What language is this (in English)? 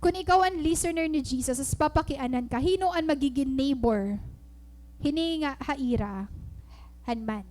Waray